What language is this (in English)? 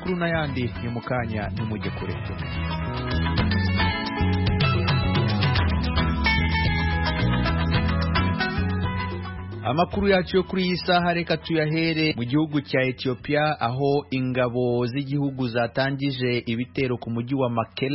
Kinyarwanda